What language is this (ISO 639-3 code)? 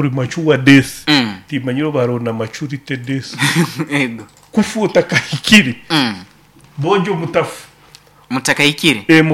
nyo